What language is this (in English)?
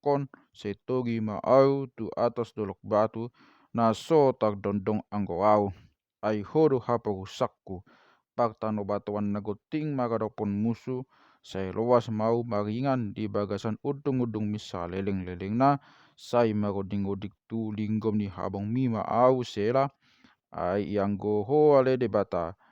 Batak Toba